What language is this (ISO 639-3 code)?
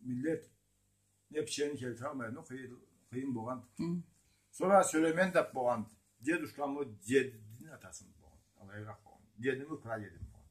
krc